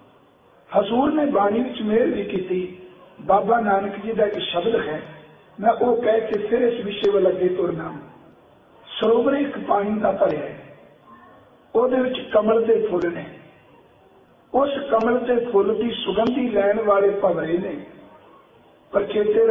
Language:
Punjabi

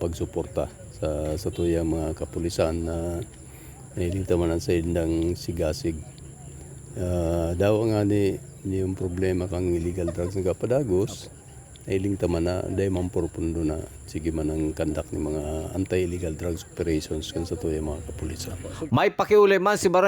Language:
Bikol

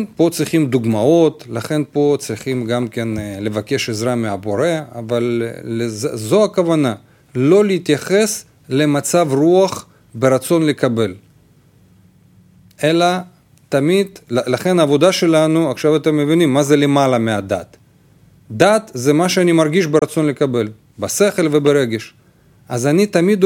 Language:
Hebrew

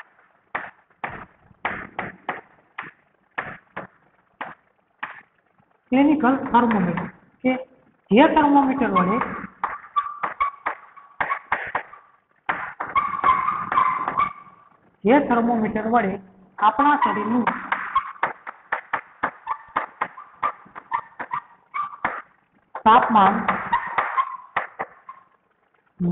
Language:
Gujarati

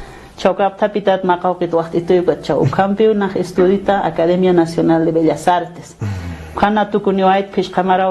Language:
Aymara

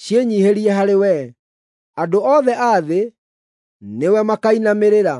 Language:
Kikuyu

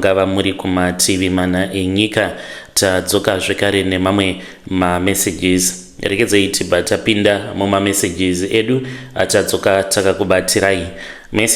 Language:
Shona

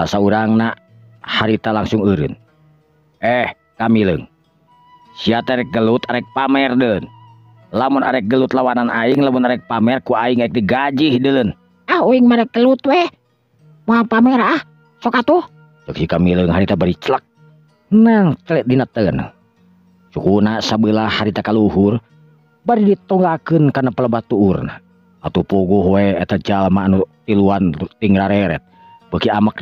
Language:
Sundanese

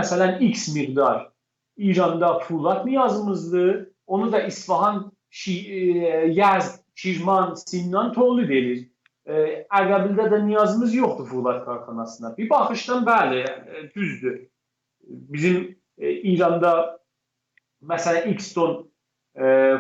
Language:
South Azerbaijani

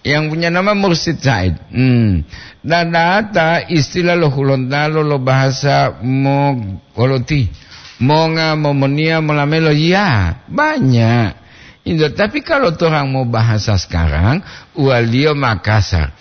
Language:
Gorontalo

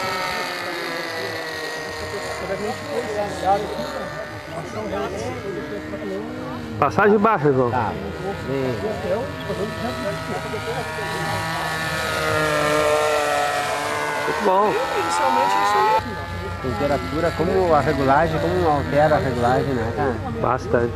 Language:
Portuguese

